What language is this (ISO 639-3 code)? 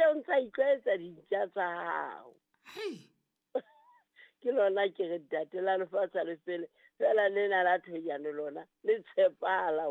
sot